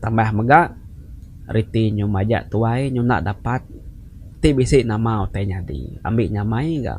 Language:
Iban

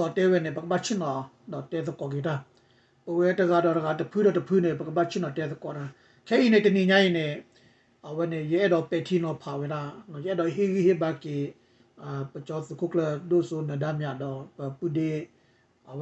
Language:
S'gaw Karen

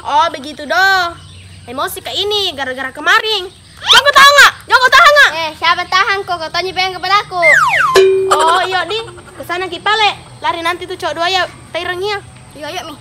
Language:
Makassar Malay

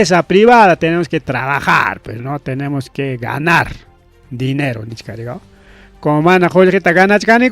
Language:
Ayacucho Quechua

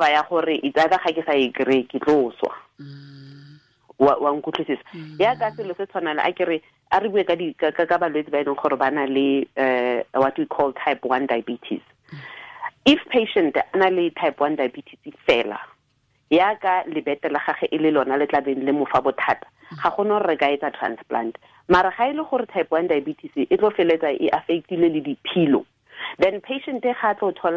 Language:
Tswana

